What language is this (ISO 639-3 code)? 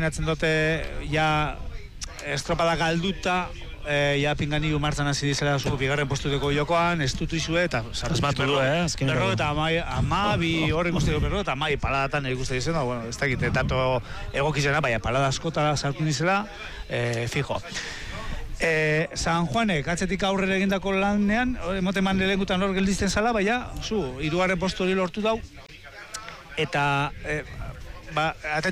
eus